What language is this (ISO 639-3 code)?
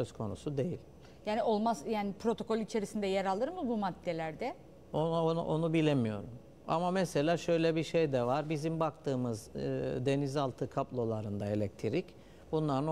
tur